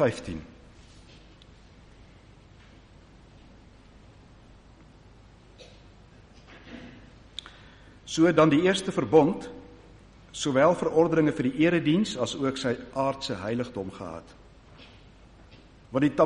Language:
Afrikaans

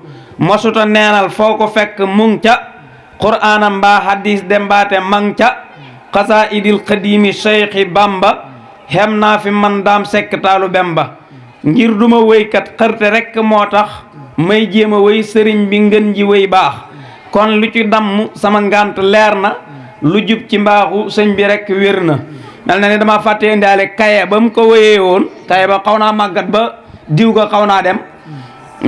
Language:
Wolof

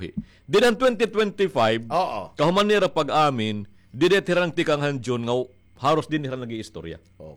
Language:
Waray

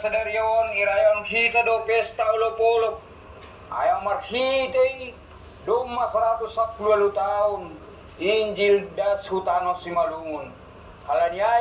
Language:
Batak Simalungun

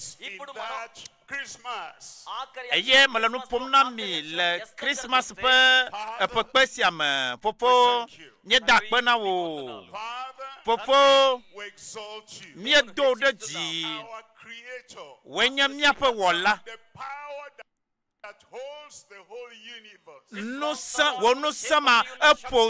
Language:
Ewe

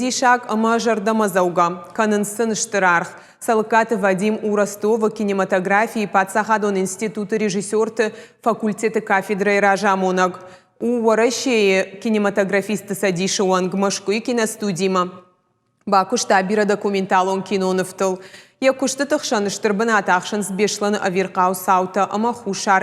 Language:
Ossetic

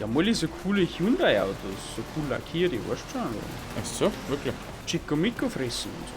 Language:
Bavarian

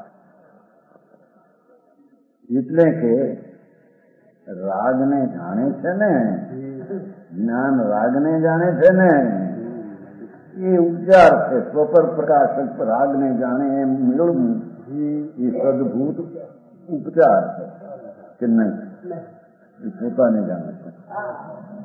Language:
Gujarati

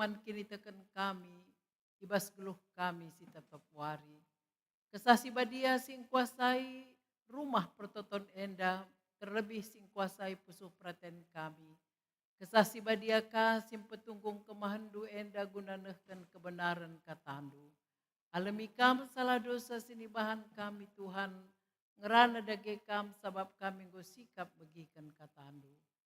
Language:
Batak Karo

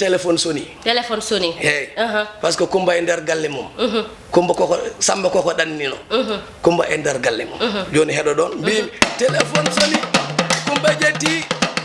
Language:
Fula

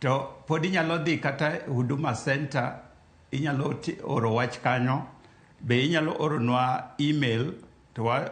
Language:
Luo (Kenya and Tanzania)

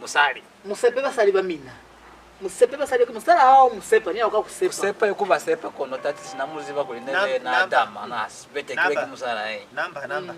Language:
Lozi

